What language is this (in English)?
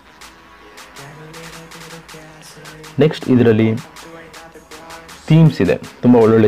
Kannada